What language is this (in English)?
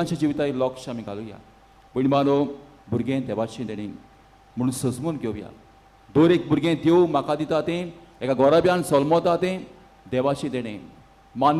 Konkani